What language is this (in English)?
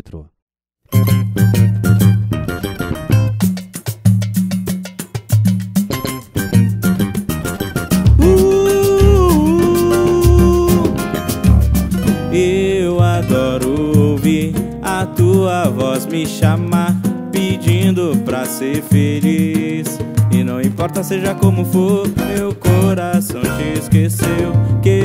Portuguese